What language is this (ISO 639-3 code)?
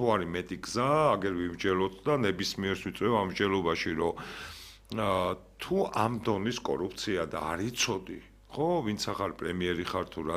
kat